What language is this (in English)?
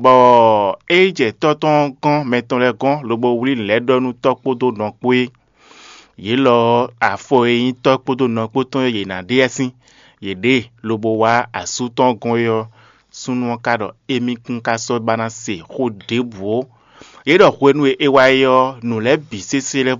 Fon